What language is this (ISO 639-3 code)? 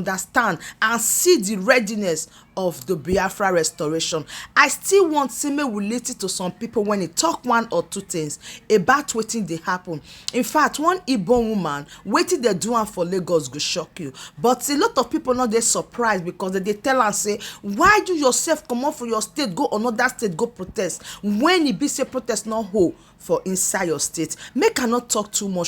pcm